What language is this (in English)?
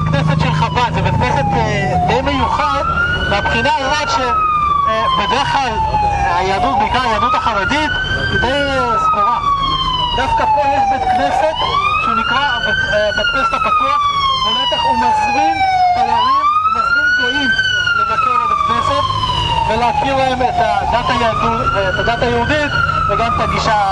Hebrew